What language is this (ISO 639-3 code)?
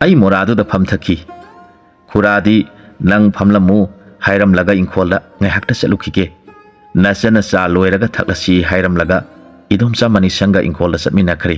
mni